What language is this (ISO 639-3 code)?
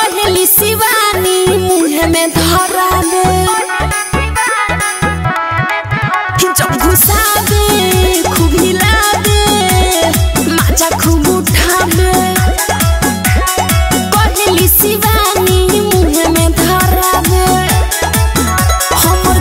bho